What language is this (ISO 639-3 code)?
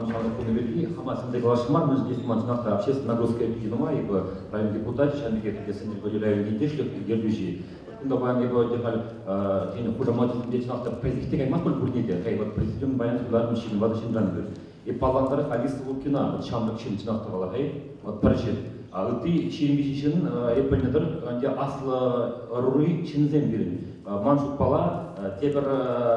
chv